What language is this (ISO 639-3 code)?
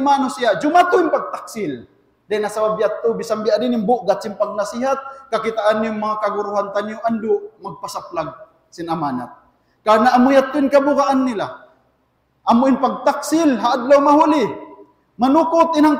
tsg